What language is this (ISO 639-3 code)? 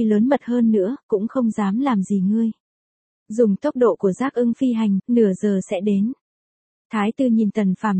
vie